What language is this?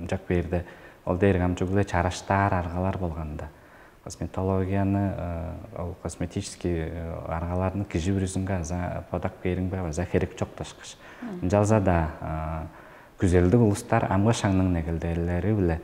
Tuvinian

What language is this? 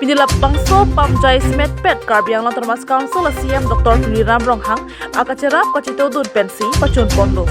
Karbi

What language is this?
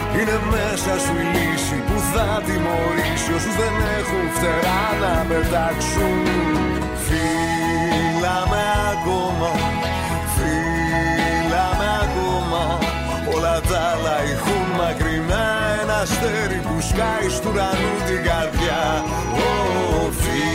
Greek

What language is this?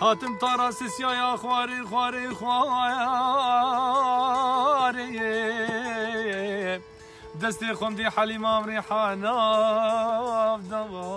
Kurdish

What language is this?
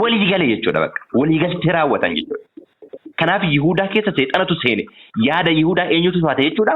Oromo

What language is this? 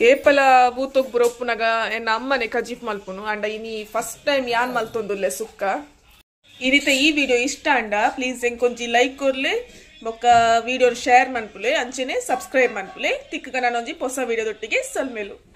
Tulu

